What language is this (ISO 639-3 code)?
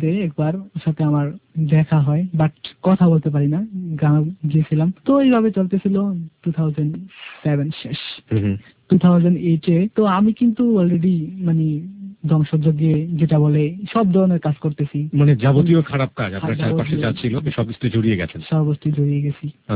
ben